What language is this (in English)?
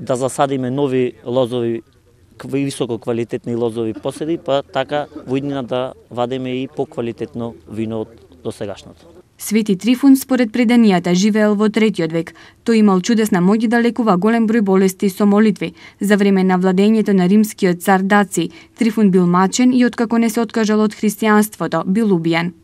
Macedonian